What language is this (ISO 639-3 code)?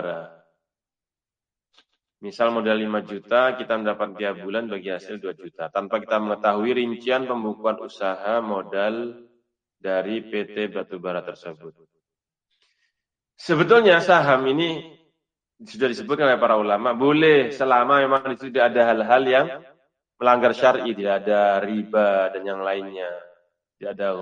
ind